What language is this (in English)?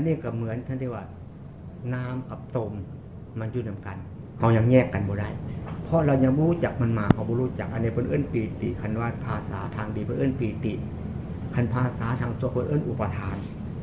Northeastern Thai